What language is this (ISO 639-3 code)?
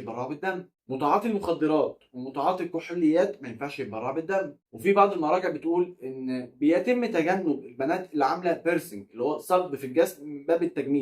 arz